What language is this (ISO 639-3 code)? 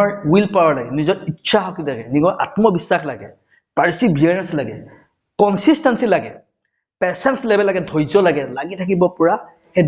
asm